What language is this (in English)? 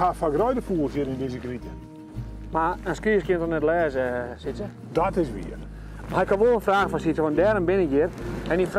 Western Frisian